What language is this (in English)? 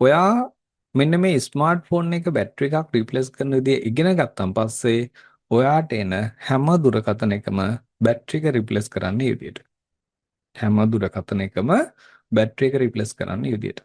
Sinhala